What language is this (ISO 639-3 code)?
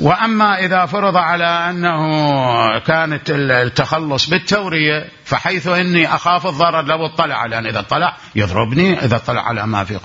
acm